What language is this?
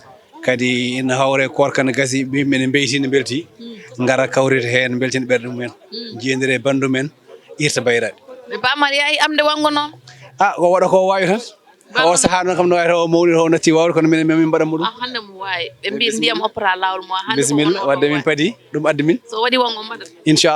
Fula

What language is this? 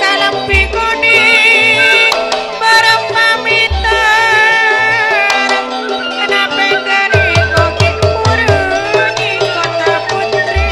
Madurese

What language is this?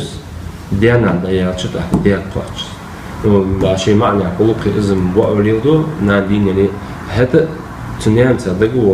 Ingush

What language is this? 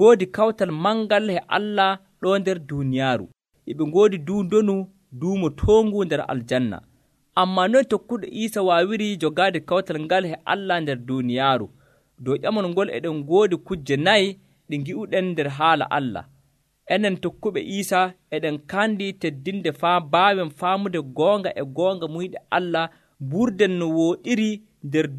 Nigerian Fulfulde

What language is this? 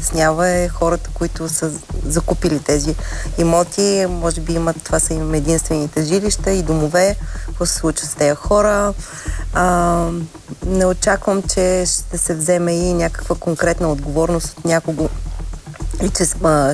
Bulgarian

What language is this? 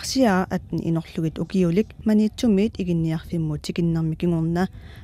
Kalaallisut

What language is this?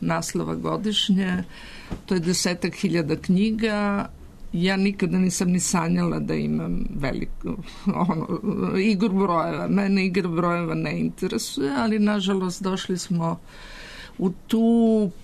Serbian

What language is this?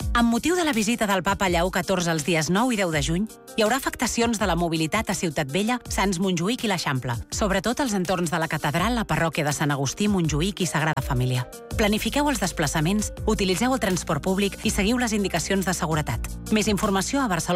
Catalan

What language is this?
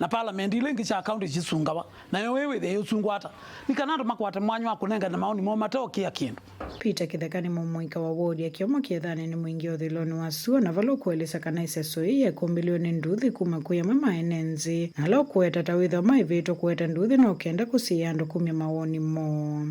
Kamba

